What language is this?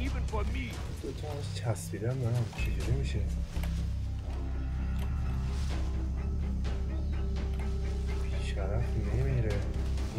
Persian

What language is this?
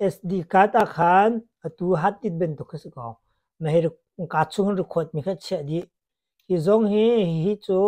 Hakha Chin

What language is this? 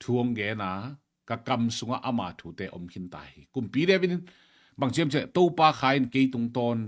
Tedim Chin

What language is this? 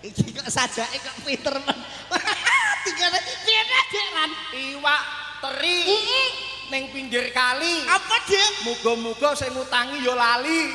Javanese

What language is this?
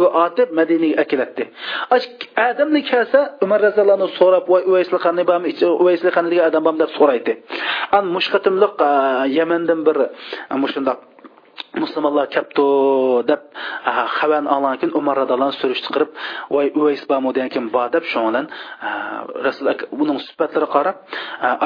Uyghur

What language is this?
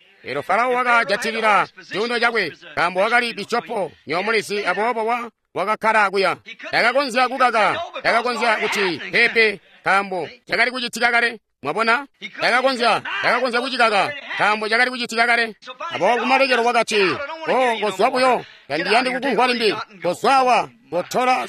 Tonga (Zambia)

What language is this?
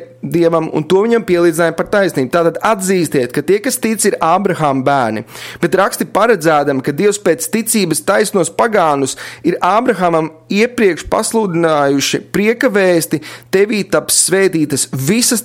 Latvian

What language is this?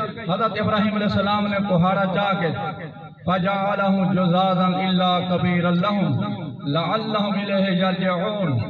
Saraiki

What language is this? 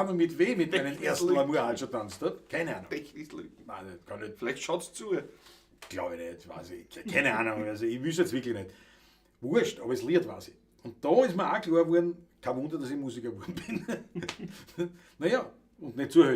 Bavarian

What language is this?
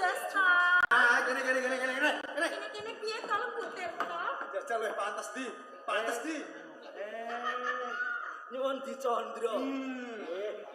Javanese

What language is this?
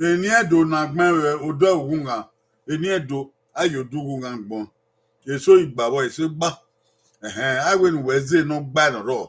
Bini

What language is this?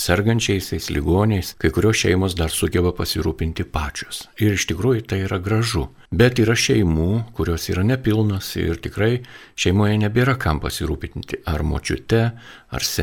Lithuanian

